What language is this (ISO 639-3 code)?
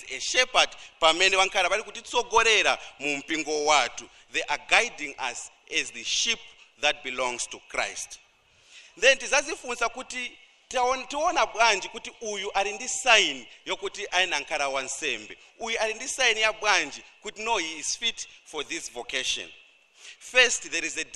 nya